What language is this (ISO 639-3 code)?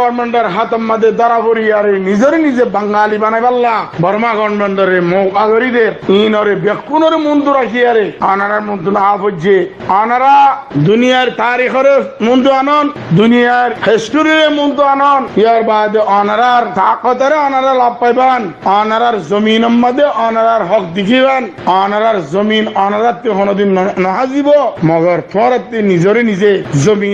rhg